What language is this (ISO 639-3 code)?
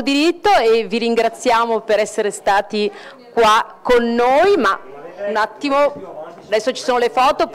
ita